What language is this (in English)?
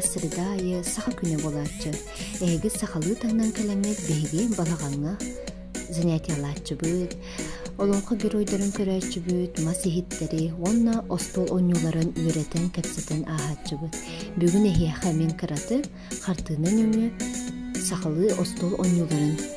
Yakut